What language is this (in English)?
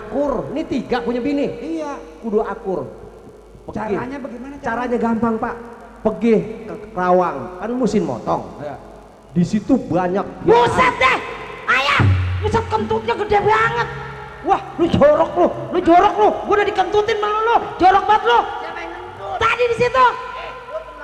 Betawi